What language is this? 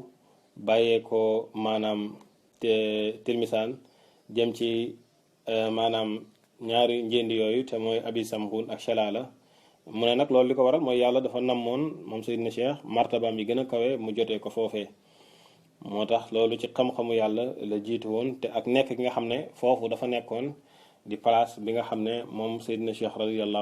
Wolof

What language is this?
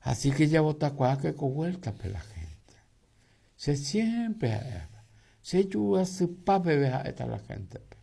Guarani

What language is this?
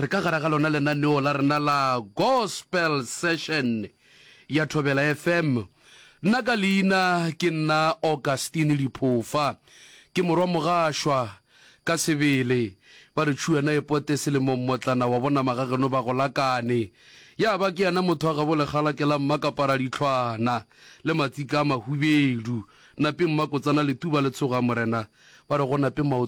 Northern Sotho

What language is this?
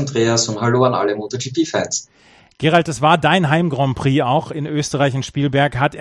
German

